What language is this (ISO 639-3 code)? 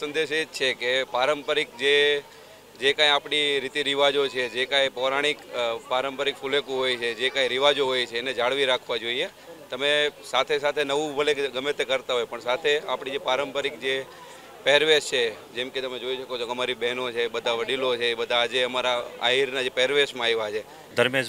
guj